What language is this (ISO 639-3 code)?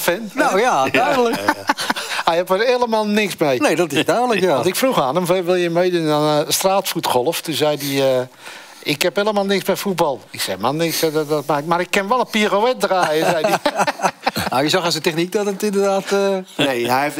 nld